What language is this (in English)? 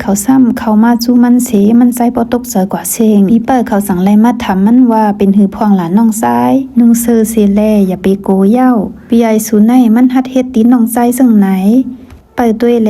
Shan